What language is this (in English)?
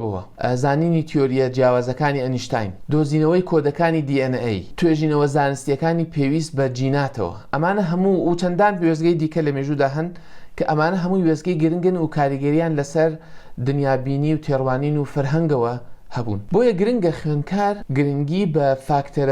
Central Kurdish